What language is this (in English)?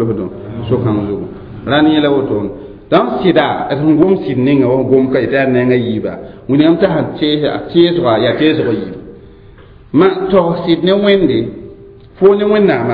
Mossi